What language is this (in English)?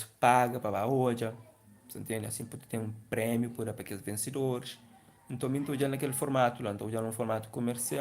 Kabuverdianu